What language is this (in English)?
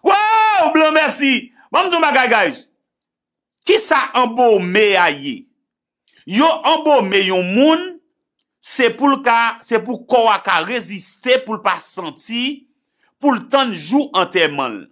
Haitian Creole